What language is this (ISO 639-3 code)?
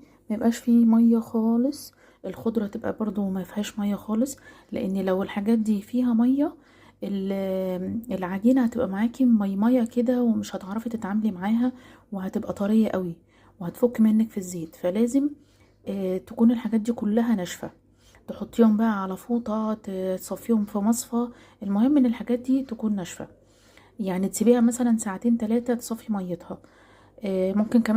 arz